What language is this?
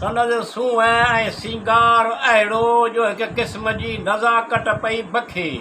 Sindhi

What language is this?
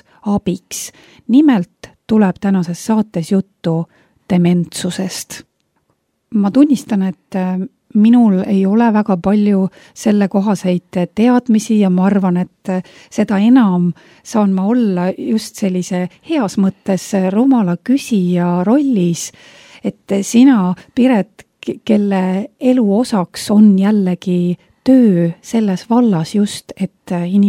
Estonian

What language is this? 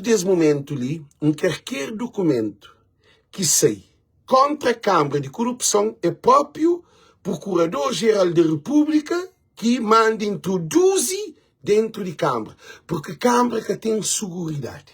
Kabuverdianu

